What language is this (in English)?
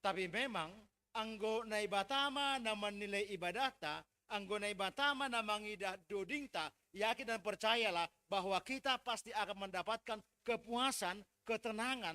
Batak Simalungun